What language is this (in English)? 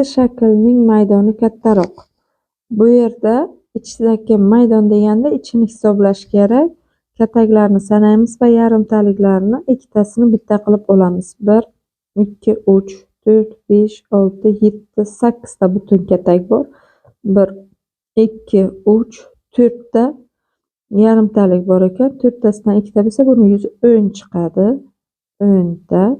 Uzbek